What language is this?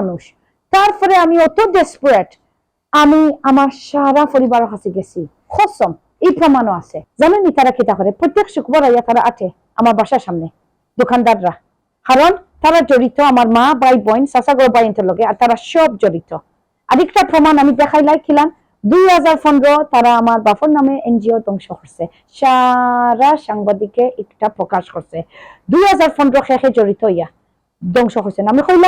Sylheti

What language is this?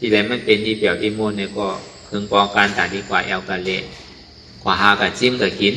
Shan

